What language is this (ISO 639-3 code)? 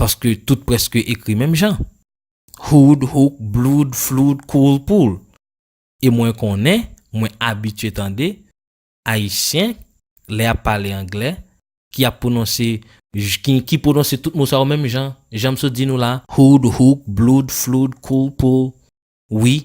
hat